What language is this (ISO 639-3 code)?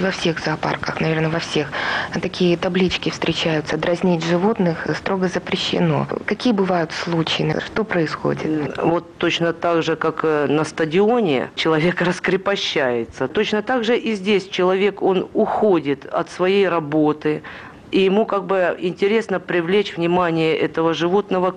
rus